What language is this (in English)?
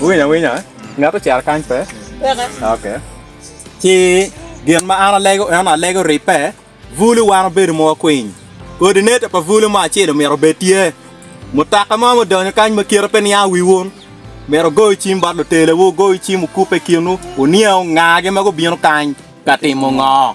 Acoli